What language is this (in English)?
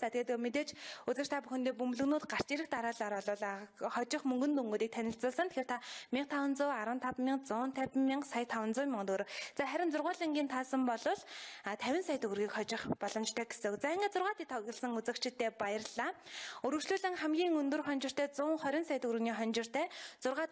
Mongolian